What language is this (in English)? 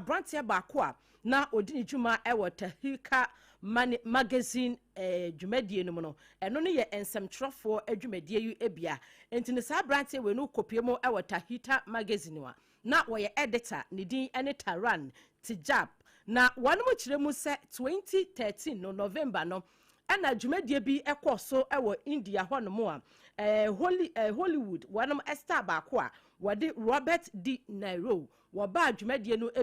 Akan